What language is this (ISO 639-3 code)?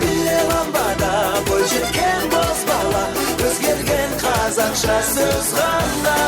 kaa